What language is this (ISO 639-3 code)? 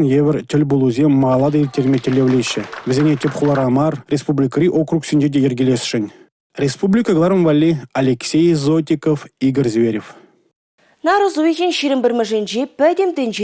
chv